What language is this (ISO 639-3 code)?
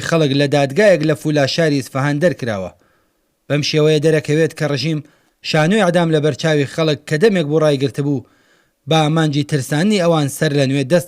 ckb